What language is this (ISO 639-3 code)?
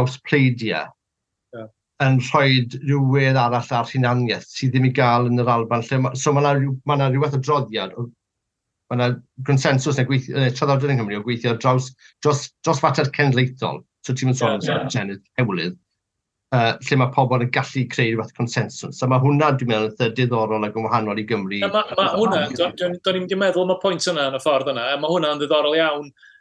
cym